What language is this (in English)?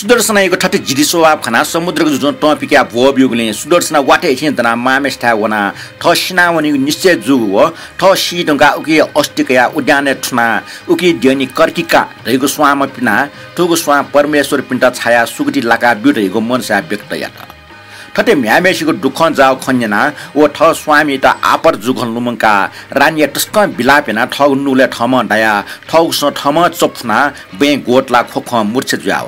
Newari